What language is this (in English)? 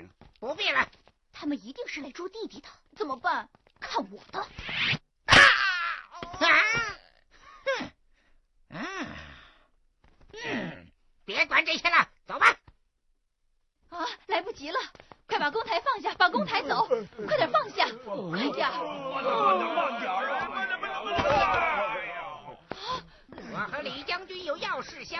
Chinese